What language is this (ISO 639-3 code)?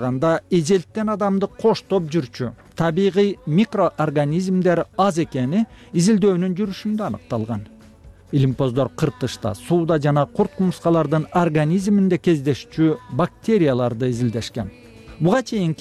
kir